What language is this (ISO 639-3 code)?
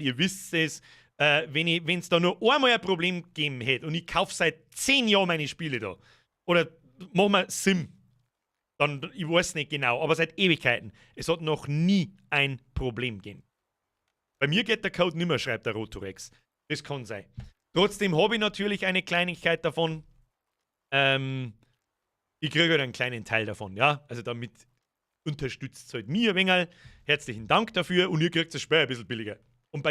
bar